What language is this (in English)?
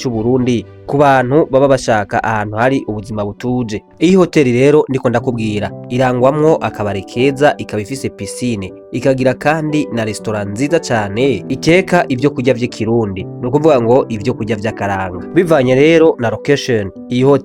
Rundi